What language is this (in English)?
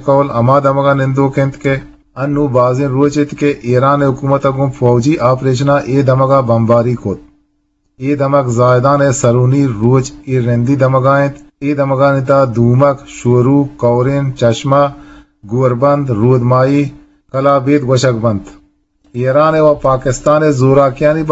Eastern Balochi